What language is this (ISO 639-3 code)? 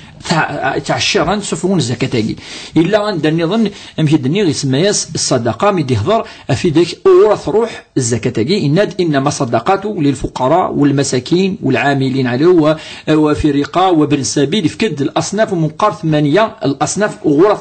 kab